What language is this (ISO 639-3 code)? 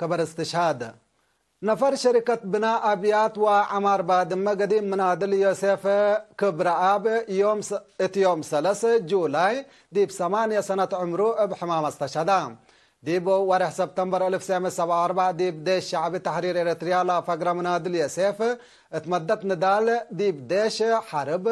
tig